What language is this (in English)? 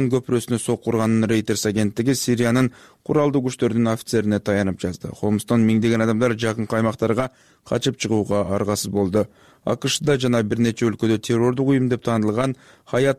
Kyrgyz